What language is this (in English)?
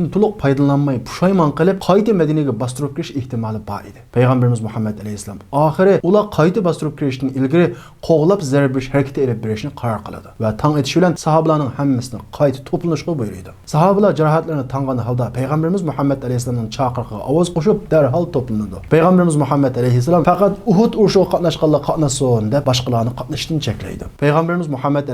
Uyghur